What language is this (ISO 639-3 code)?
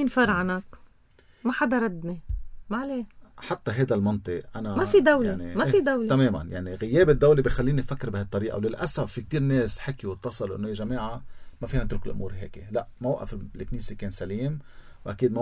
apc